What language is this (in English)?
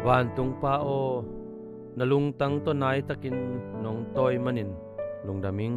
Tedim Chin